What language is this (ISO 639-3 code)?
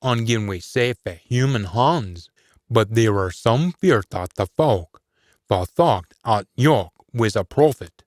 sco